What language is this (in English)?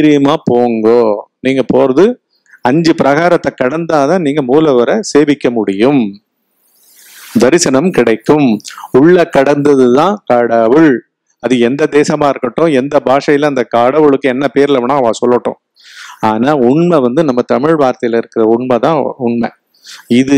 Tamil